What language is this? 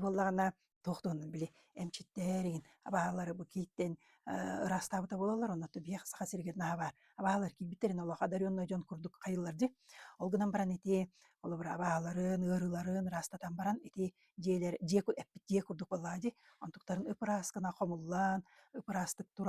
Yakut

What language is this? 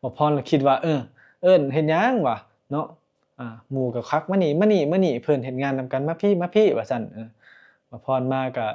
Lao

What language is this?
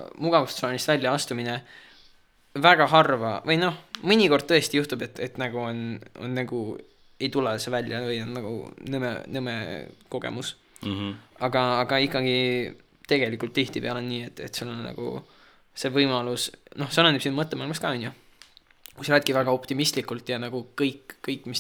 Estonian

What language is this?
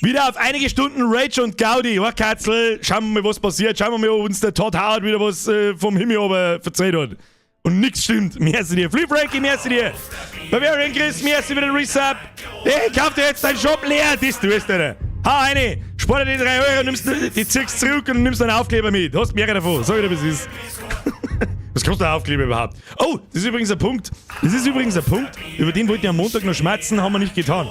Bavarian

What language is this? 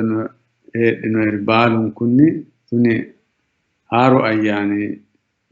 Sidamo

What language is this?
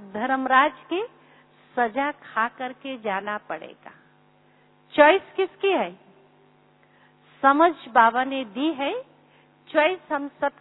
Hindi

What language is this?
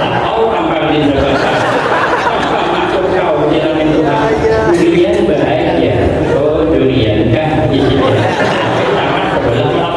Banjar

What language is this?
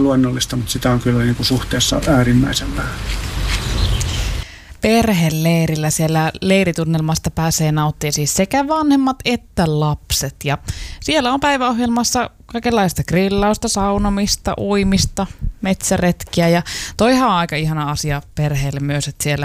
Finnish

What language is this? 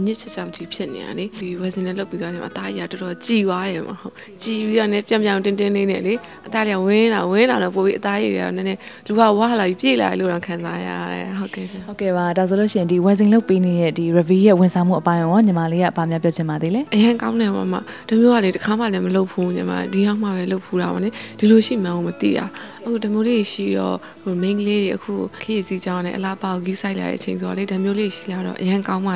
Burmese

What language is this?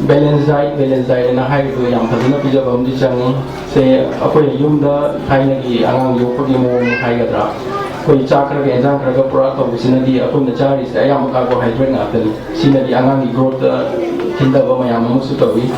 Manipuri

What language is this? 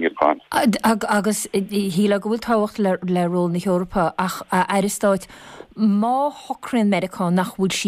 Irish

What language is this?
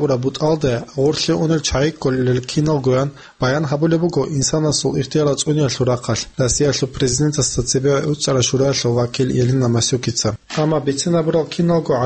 Avaric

